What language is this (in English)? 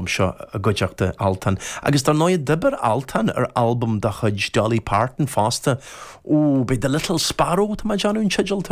Irish